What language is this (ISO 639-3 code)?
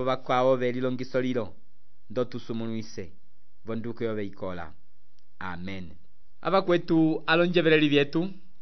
umb